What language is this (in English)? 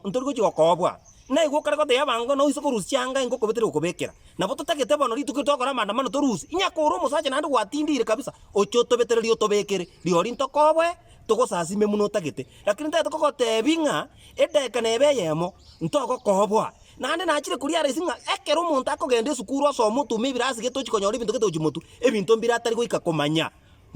Gusii